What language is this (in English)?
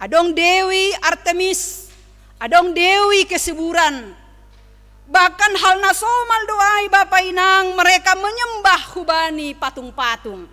Batak Simalungun